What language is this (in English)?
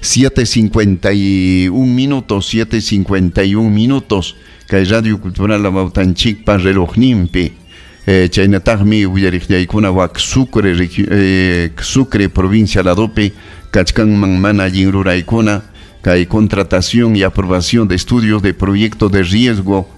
Ayacucho Quechua